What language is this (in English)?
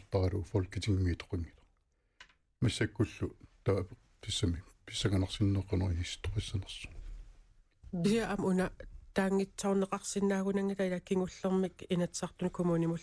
Kalaallisut